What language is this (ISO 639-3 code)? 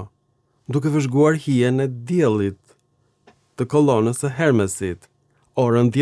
sqi